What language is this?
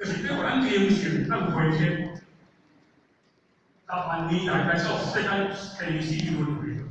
Min Nan Chinese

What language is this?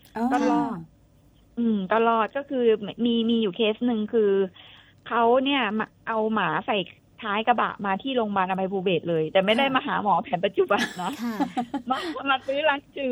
Thai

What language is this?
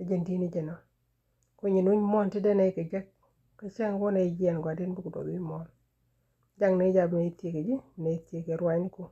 Nuer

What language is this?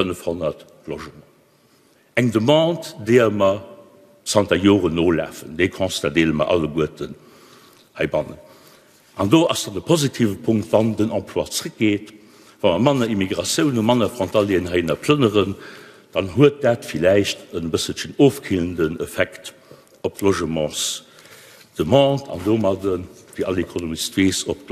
Luxembourgish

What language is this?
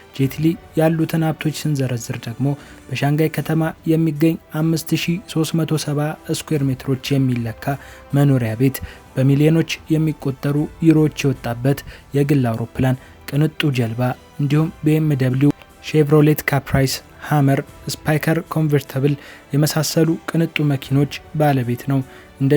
Amharic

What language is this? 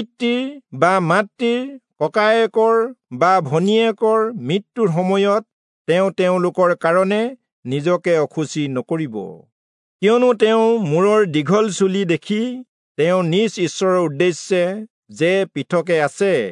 Assamese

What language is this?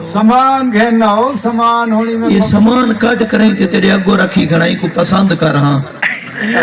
Saraiki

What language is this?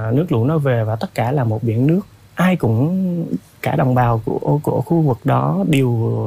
Vietnamese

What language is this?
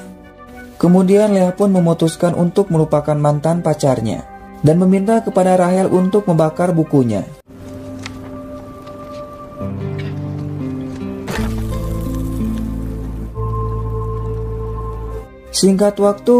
Indonesian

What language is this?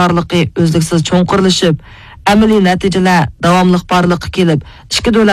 Uyghur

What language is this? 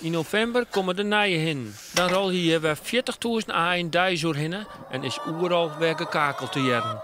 Western Frisian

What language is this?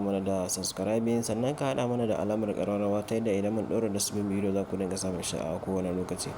Hausa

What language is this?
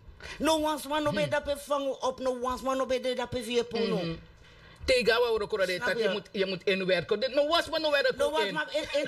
Sranan Tongo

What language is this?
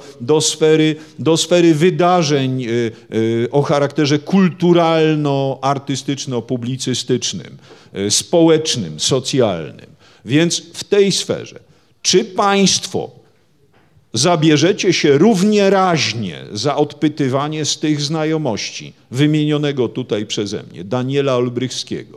Polish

